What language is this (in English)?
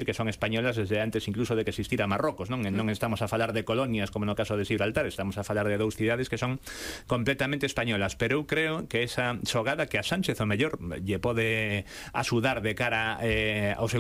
Galician